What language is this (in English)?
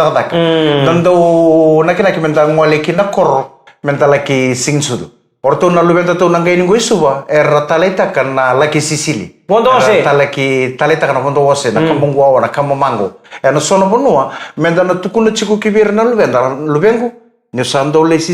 Fijian